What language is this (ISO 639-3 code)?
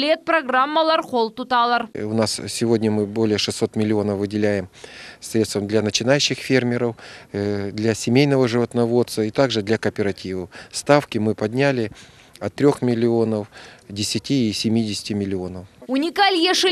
crh